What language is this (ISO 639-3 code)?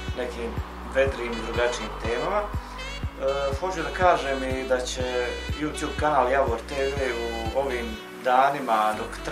bos